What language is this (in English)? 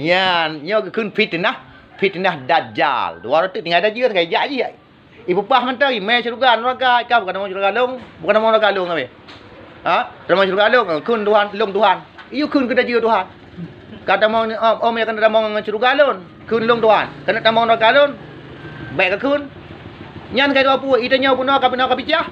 Achinese